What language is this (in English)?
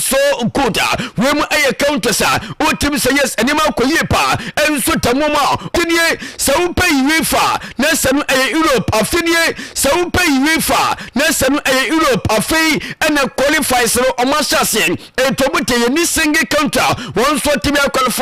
Akan